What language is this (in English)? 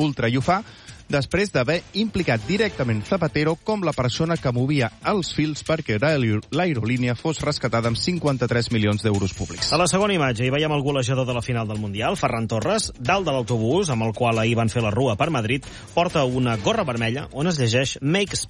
Catalan